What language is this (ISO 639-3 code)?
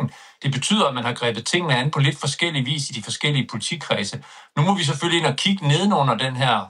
dan